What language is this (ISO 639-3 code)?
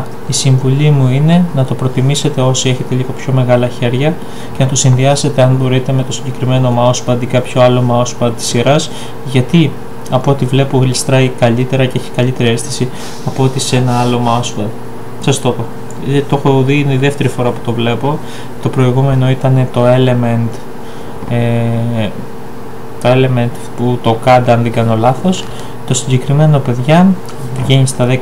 ell